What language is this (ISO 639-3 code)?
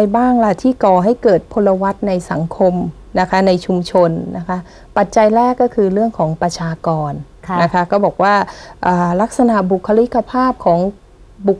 tha